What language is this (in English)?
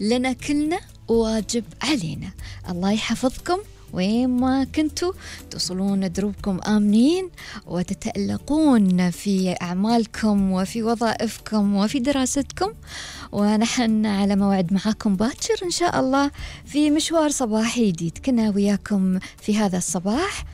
Gulf Arabic